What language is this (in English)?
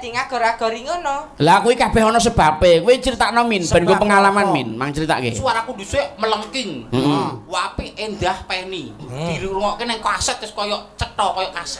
Javanese